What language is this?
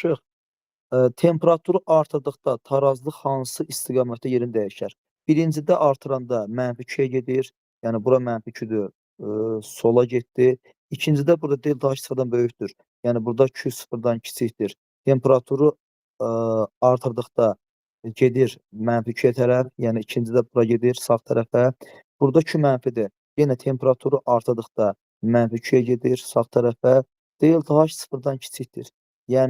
Azerbaijani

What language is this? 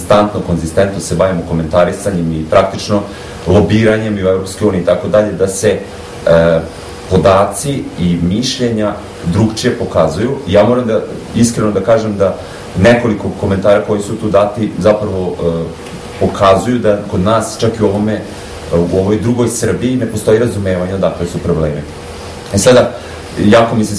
Serbian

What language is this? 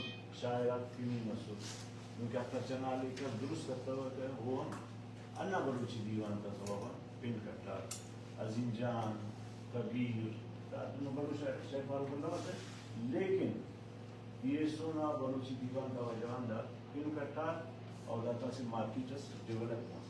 Brahui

